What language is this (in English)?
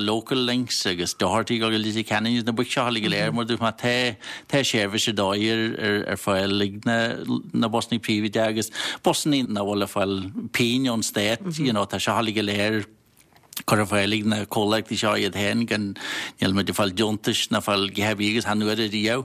Irish